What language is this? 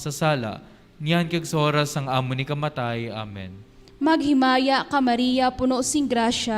Hiligaynon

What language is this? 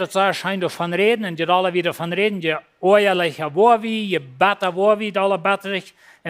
Plautdietsch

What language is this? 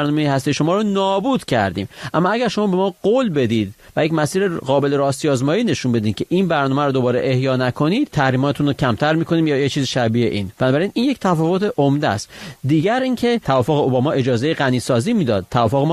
Persian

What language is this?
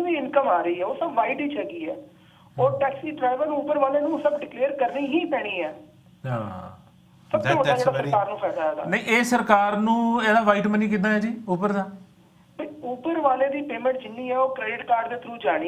Punjabi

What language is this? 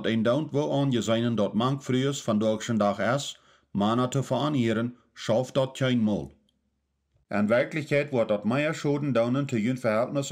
Plautdietsch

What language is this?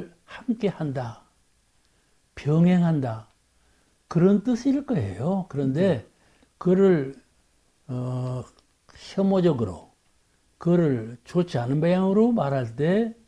Korean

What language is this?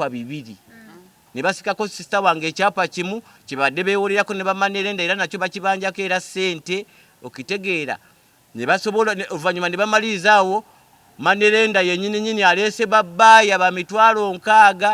Ganda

